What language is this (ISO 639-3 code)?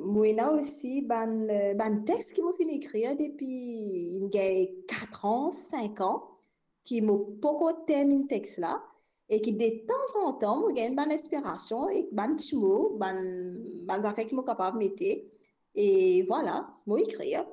mfe